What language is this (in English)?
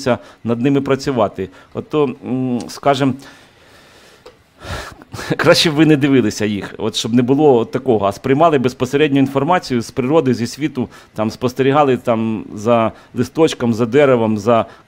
Ukrainian